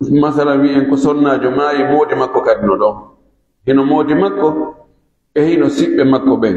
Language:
Pular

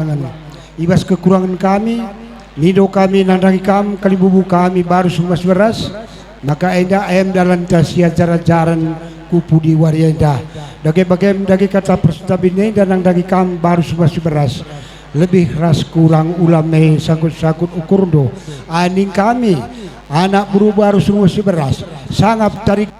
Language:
Batak Karo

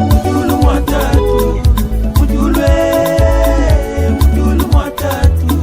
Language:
Tetela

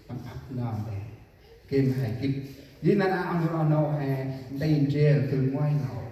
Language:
Central Mnong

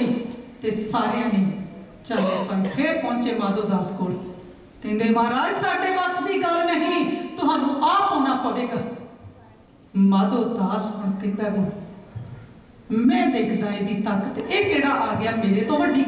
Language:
Punjabi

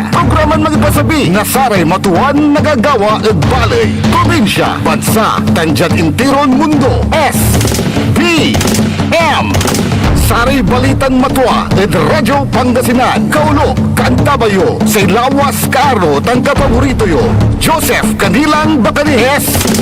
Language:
Pangasinan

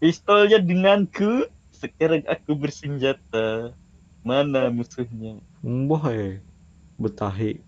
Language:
Banjar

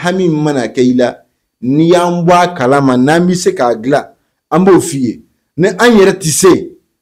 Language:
Bambara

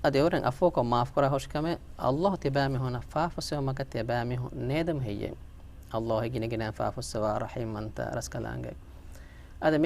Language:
Divehi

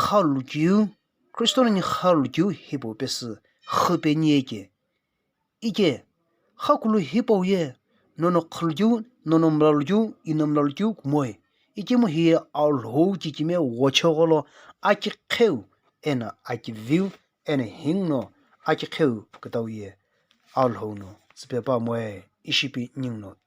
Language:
Sumi Naga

